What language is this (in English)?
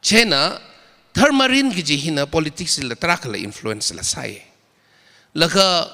Tangkhul Naga (India)